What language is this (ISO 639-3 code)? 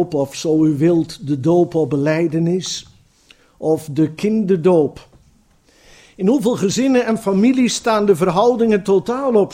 nld